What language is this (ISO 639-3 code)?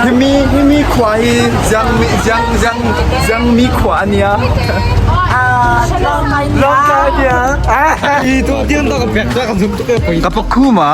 cnh